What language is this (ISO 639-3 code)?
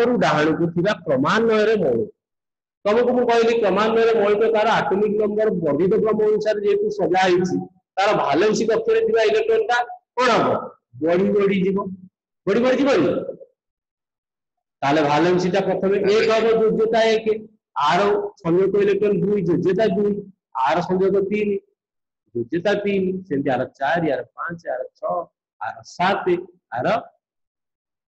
ori